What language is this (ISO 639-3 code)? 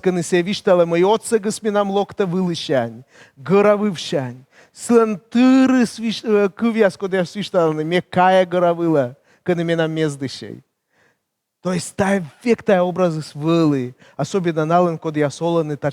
kom